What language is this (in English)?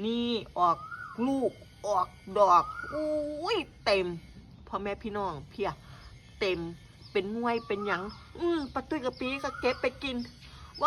Northeastern Thai